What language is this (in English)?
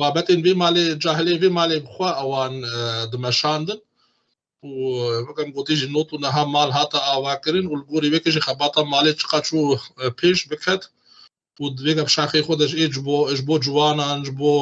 Kurdish